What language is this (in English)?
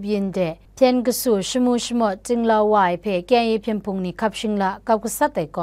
Kachin